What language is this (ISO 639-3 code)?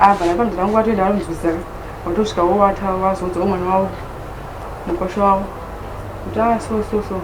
sna